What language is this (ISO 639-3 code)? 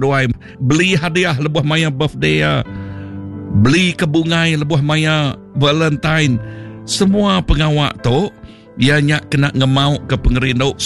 iba